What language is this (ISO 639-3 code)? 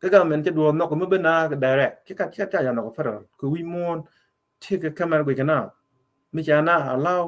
nus